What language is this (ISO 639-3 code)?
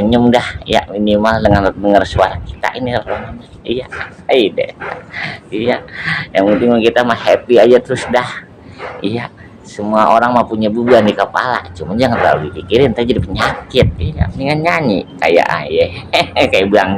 bew